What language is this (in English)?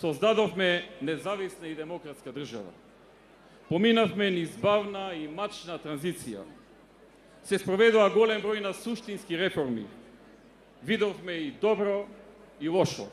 Macedonian